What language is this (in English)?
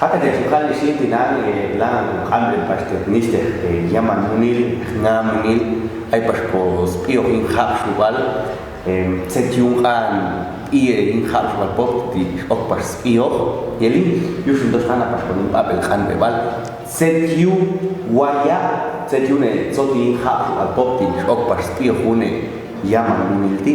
Popti'